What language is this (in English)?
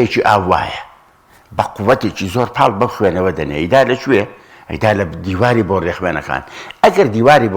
Central Kurdish